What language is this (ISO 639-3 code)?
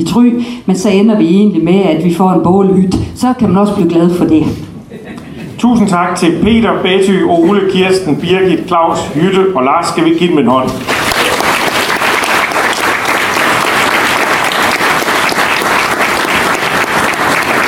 dan